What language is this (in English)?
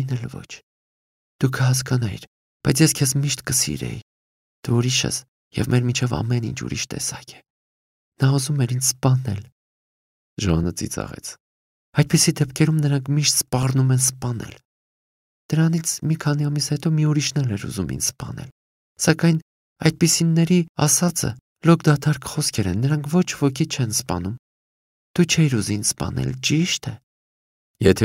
Armenian